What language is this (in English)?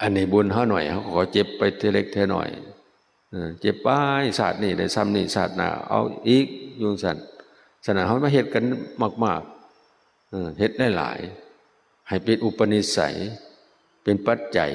Northeastern Thai